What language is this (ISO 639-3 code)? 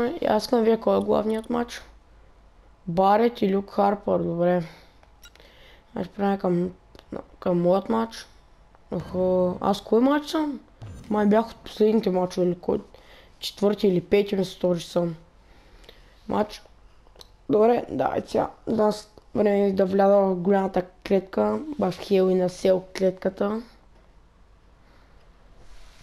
bul